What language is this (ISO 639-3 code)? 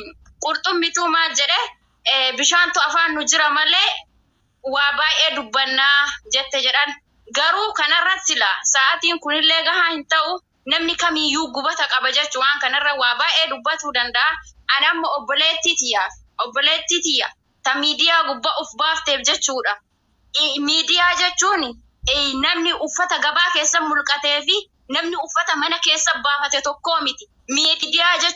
orm